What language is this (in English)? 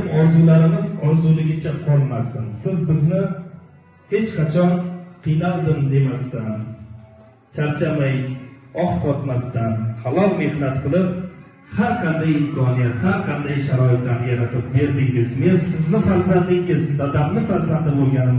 Uzbek